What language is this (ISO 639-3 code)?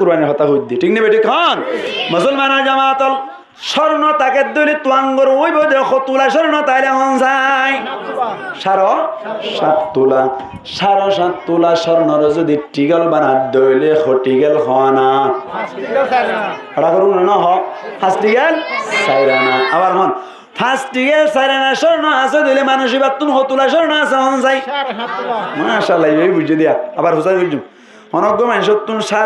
rhg